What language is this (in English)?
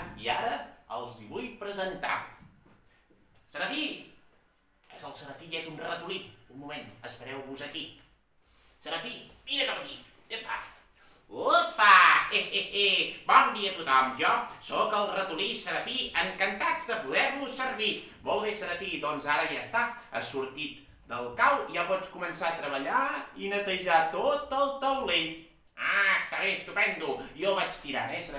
Catalan